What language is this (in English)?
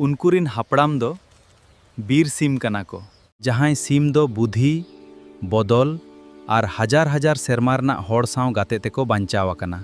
Santali